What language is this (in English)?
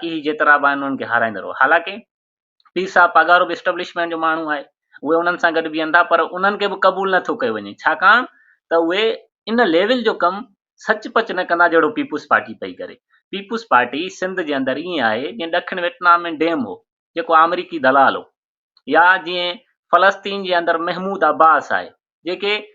Sindhi